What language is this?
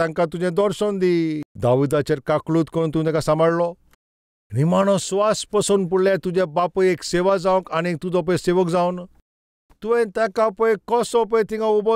Konkani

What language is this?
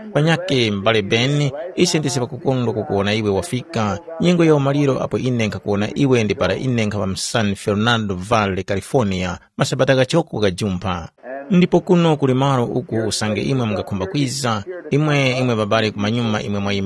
Tumbuka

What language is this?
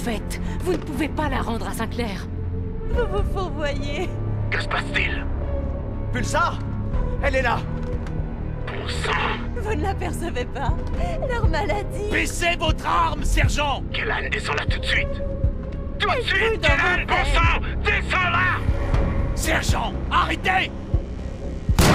French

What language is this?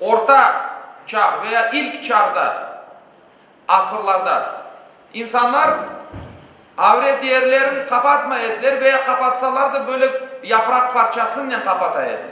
Crimean Tatar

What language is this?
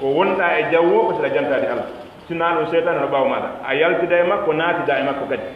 Pular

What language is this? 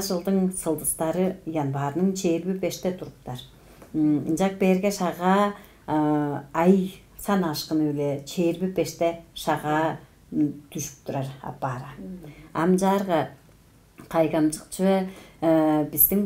Tuvinian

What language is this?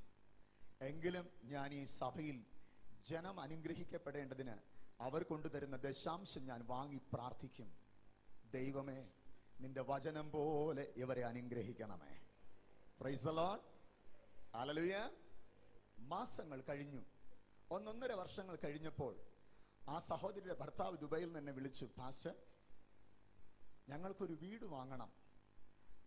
Malayalam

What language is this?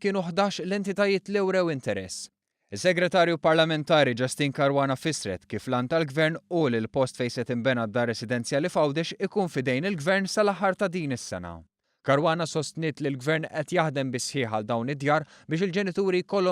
Maltese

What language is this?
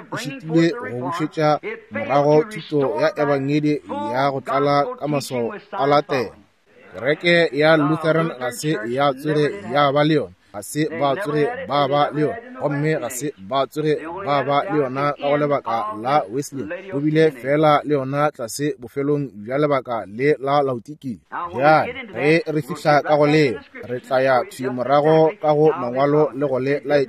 Northern Sotho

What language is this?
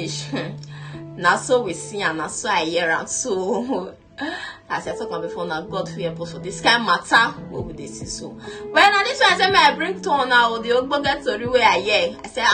Nigerian Pidgin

